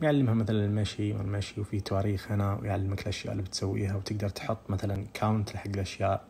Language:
Najdi Arabic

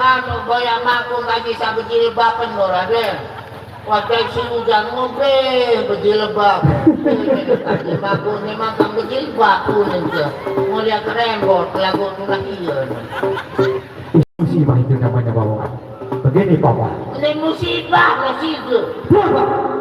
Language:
Sasak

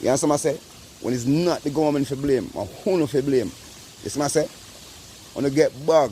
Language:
Jamaican Creole English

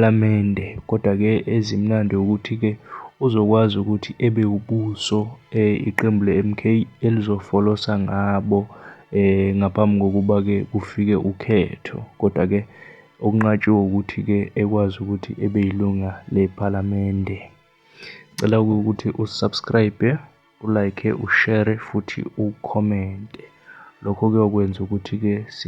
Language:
Zulu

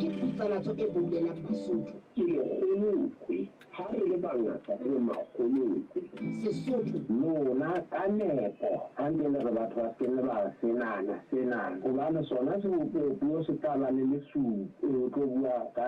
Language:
Southern Sotho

